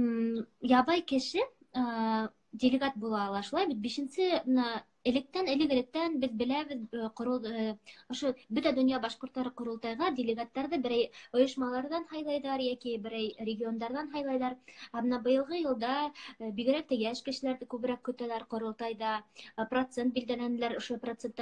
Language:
Bashkir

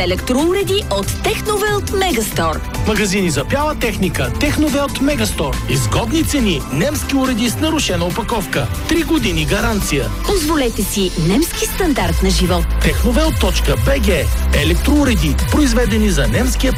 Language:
Bulgarian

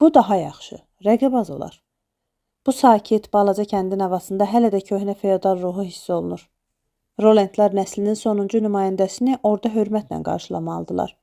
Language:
Azerbaijani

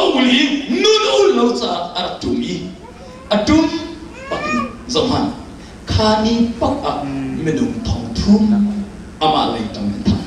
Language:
Hakha Chin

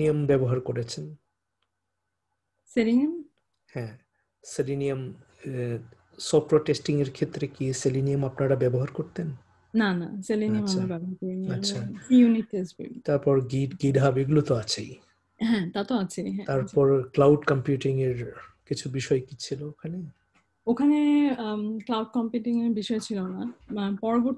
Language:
Bangla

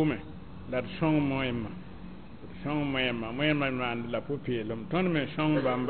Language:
Mossi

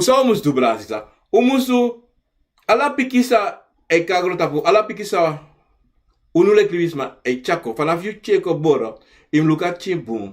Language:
Sranan Tongo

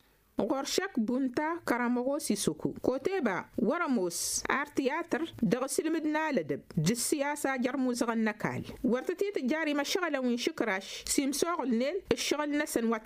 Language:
Tamasheq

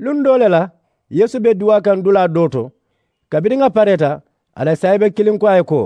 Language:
Mandingo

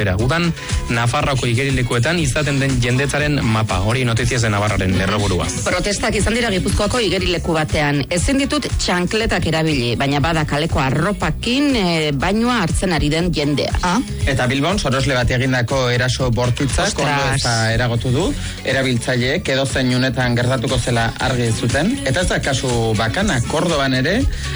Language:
Basque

